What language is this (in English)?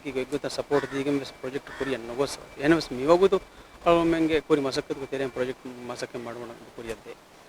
Divehi